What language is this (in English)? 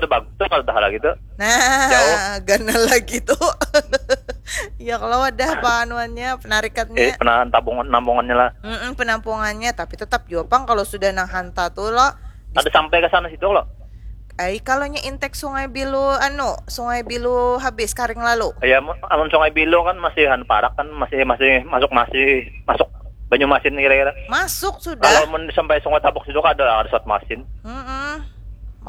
Banjar